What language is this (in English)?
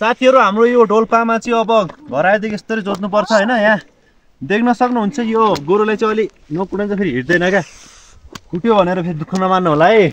Nepali